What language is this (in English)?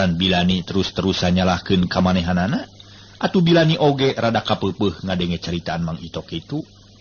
Sundanese